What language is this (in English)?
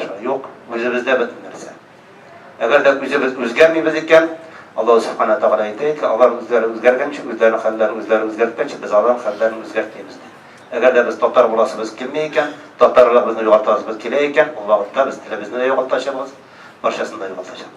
Tatar